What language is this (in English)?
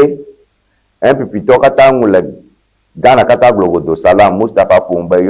Ewe